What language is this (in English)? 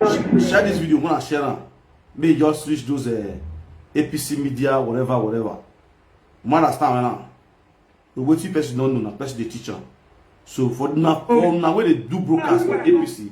Nigerian Pidgin